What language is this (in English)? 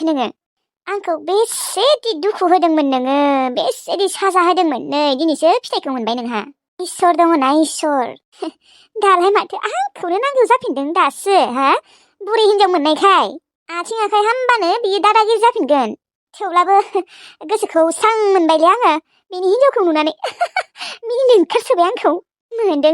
Bodo